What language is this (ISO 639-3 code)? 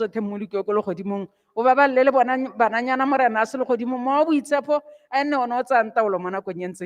tsn